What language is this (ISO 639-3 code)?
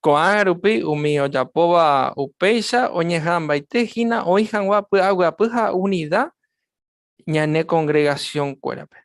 grn